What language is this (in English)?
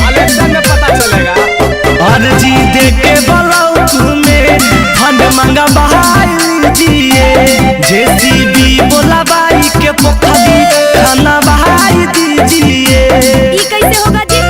Magahi